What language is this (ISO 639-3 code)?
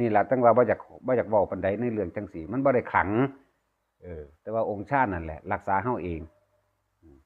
tts